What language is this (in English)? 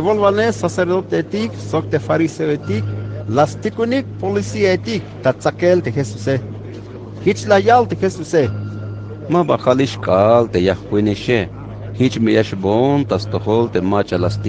Tzeltal